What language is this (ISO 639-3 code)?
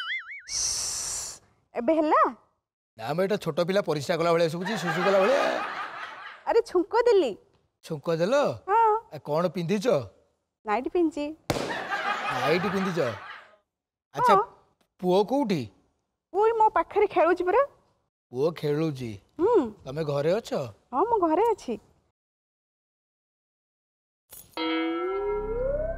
ori